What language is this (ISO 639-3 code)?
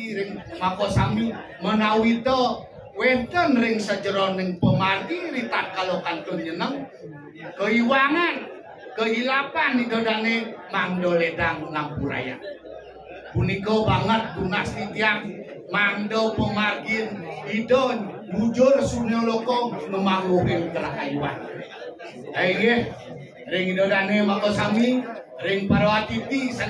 ban